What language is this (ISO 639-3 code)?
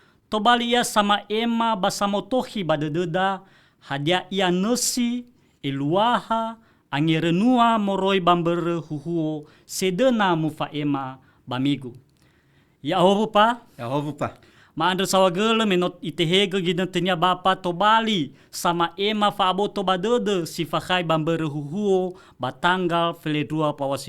nia